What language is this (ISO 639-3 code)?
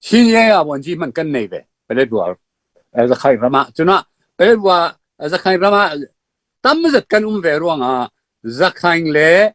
cfm